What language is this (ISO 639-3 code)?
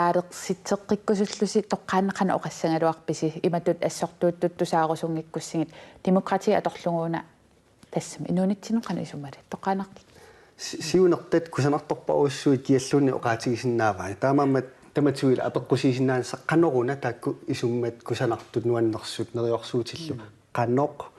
kal